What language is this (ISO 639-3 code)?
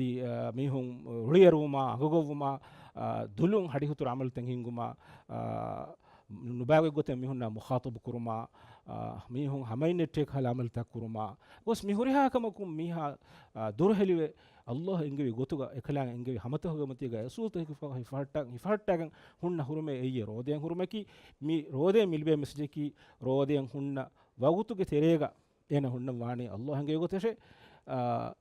div